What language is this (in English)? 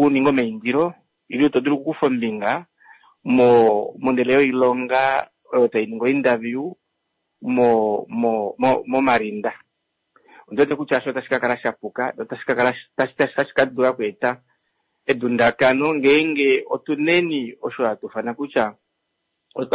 Kuanyama